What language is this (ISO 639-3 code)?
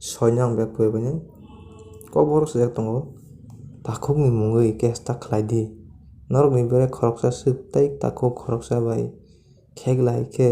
trp